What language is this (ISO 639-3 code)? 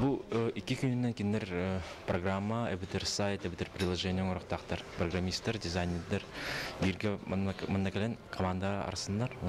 sah